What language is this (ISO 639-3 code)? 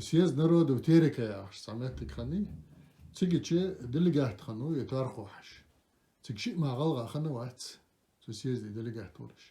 inh